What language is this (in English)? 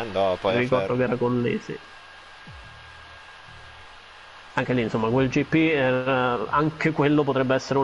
Italian